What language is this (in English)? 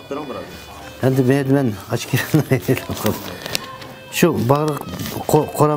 Uyghur